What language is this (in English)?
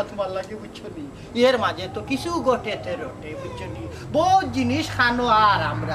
Sylheti